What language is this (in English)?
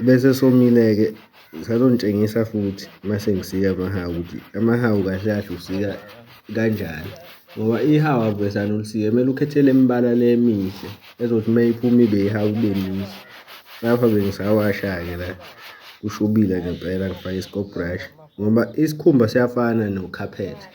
Zulu